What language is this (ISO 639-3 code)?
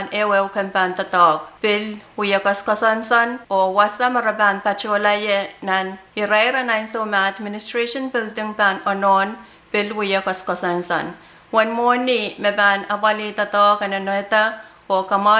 pon